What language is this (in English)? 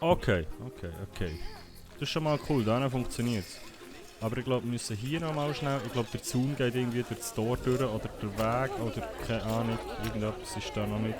Swiss German